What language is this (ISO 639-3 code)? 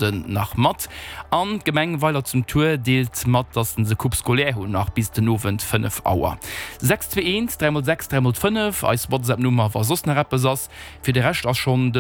ltz